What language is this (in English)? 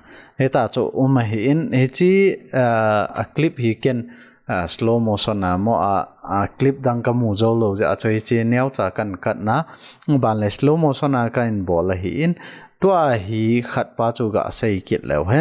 Thado Chin